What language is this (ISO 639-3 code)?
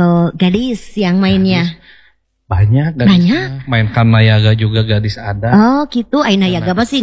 ind